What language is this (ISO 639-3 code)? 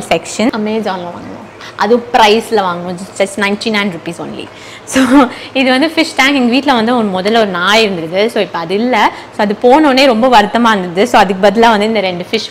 tam